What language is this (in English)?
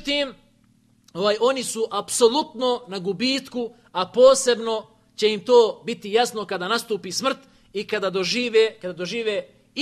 Bosnian